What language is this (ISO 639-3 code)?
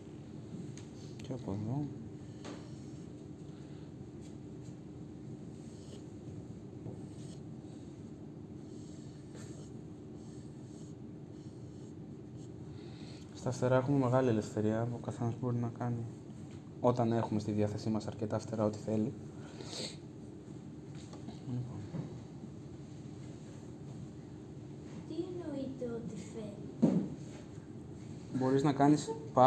ell